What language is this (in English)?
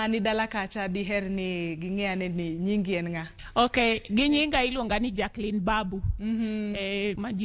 Luo (Kenya and Tanzania)